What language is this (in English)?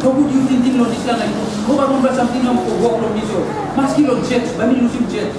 Tok Pisin